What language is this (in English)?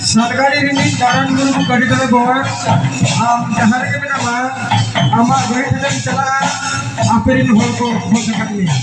Santali